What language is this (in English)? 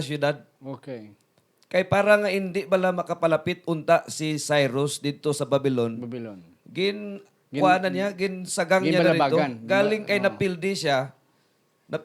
Hiligaynon